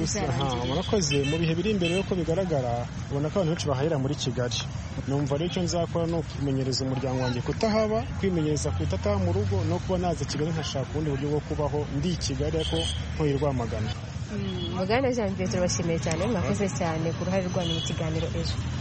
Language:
Kinyarwanda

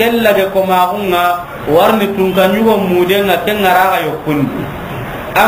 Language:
Soninke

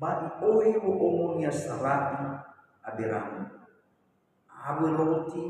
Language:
Nias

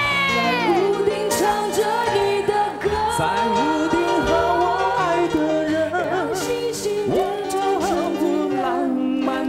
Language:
Chinese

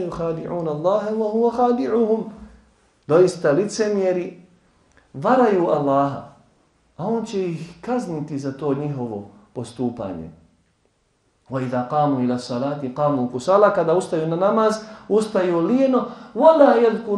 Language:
Bosnian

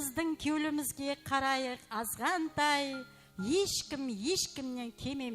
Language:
Kara-Kalpak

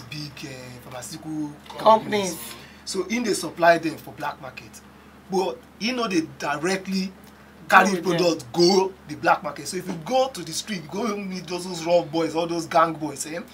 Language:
Nigerian Pidgin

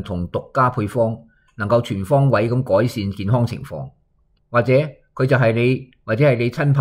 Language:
Cantonese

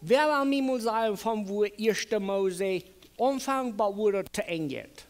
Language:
Plautdietsch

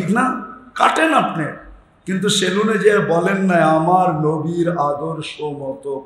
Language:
Bangla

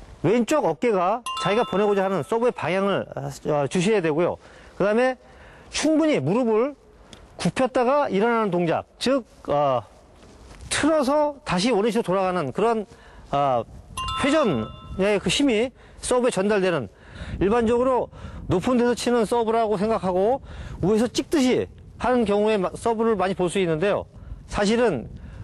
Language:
Korean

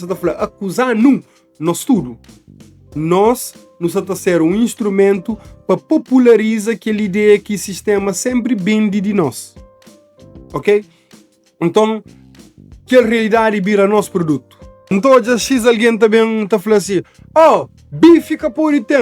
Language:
Kabuverdianu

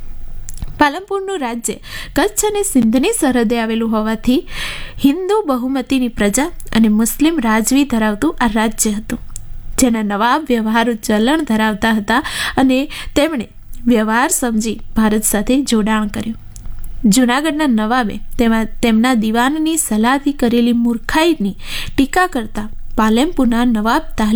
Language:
Gujarati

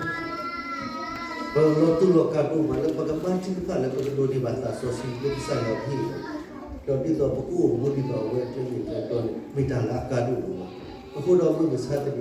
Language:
S'gaw Karen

